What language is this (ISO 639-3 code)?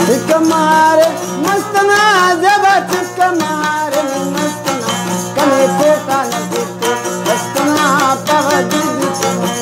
brh